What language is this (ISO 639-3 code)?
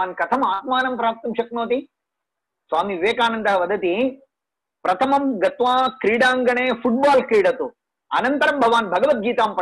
san